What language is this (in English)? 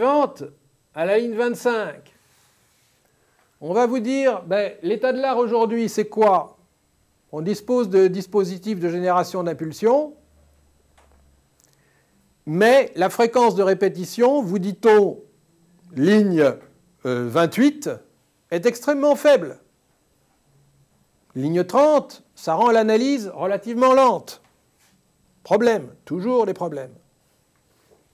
French